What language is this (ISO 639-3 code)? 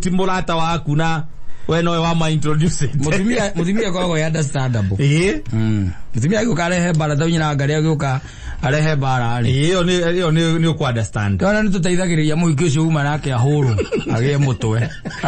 kik